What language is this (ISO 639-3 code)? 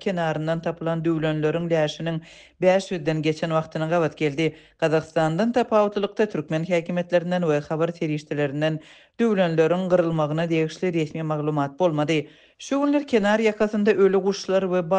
tuk